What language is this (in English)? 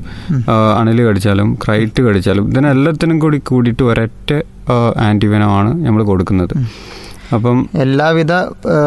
Malayalam